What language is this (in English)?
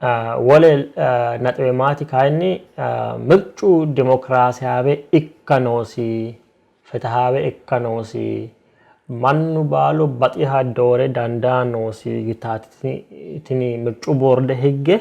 Sidamo